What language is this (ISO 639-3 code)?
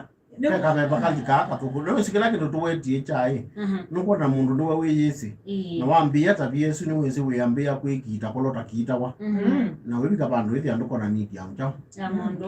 kam